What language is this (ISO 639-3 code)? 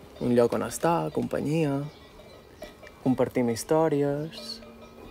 cat